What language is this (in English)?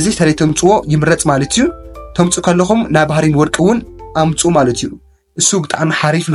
Tigrinya